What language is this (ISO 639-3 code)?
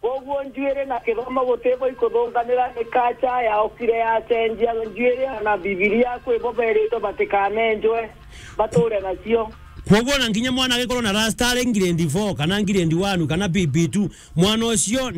mer